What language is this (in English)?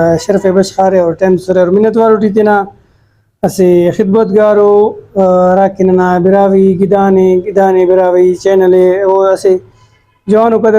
Brahui